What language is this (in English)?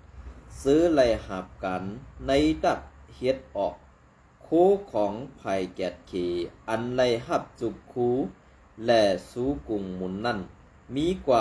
Shan